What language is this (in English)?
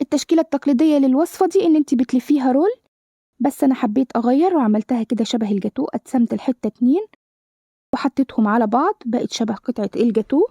Egyptian Arabic